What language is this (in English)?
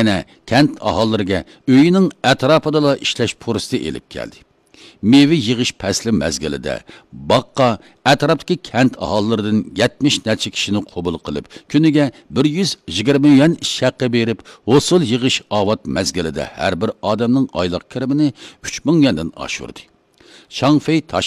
Uyghur